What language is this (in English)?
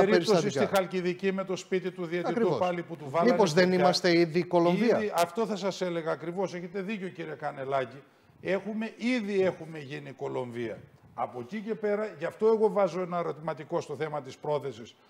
Greek